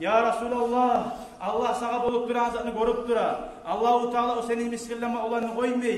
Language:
Kumyk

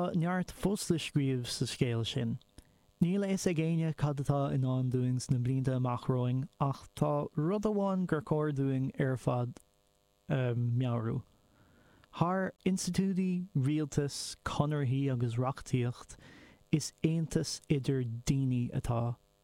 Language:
Irish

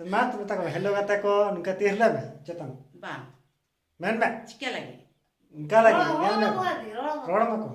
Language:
Santali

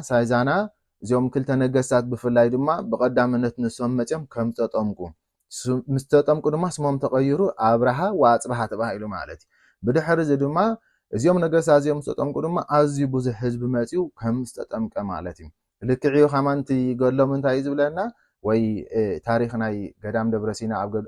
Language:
Tigrinya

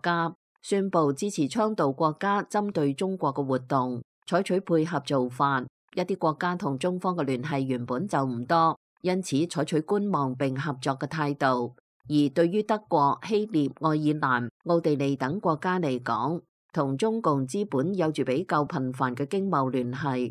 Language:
Cantonese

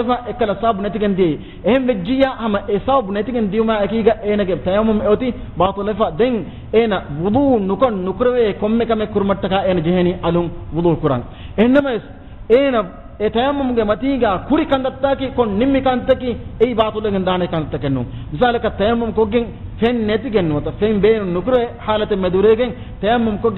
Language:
Divehi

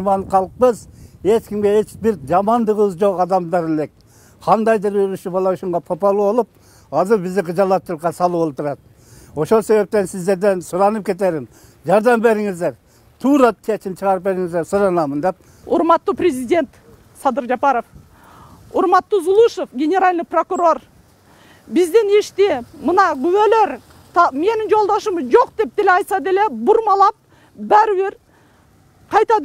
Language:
Kyrgyz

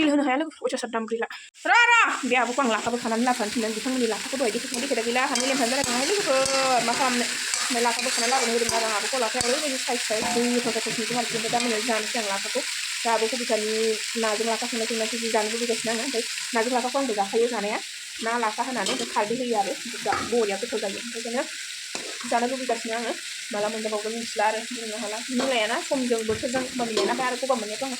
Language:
Bodo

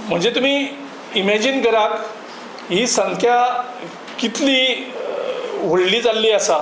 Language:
Konkani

